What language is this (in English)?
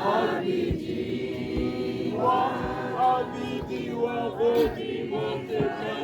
Tswana